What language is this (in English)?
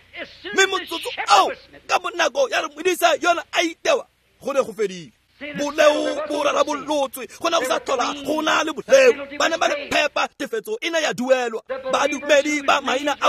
Tswana